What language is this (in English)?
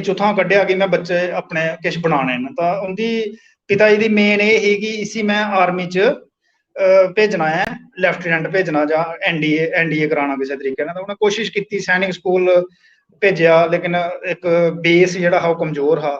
Dogri